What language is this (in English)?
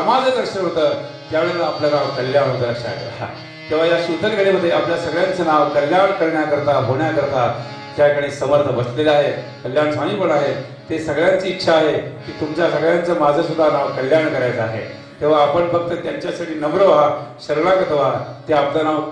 Marathi